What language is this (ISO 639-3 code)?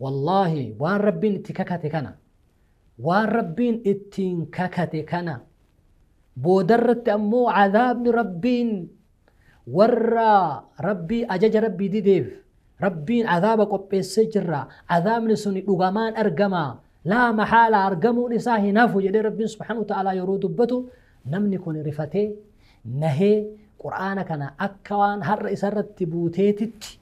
orm